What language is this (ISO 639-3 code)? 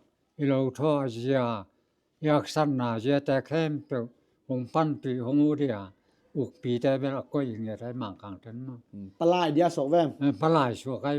ctd